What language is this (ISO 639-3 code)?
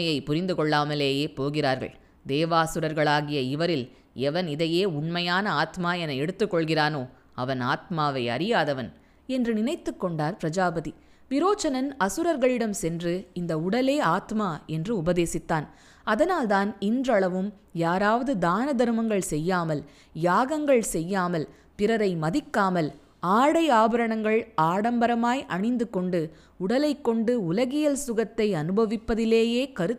tam